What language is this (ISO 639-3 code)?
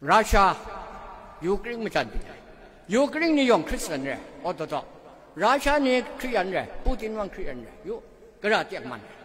kac